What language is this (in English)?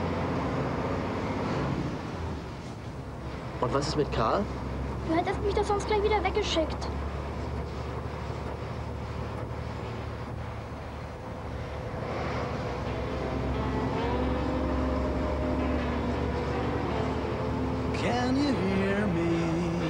German